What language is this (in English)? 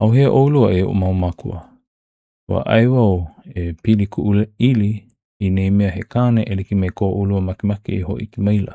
Hawaiian